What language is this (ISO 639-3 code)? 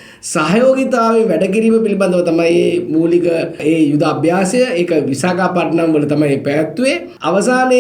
sin